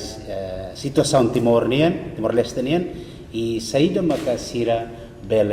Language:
Tetum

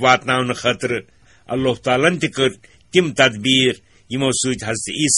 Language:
Kashmiri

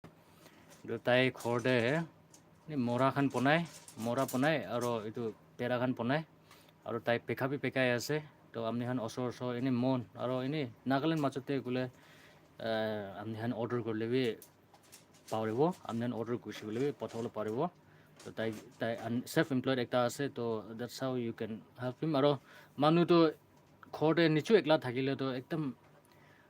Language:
Naga Pidgin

